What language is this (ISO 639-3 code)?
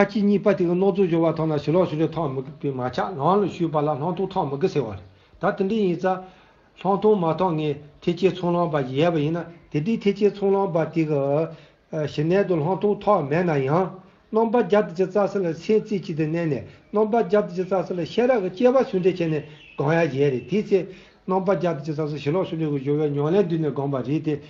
bod